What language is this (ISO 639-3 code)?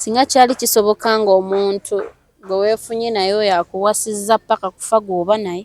lug